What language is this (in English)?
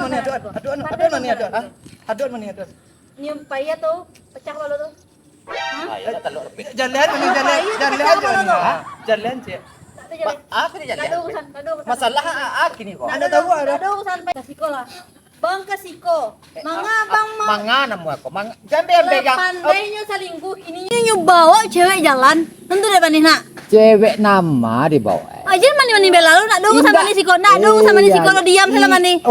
Minangkabau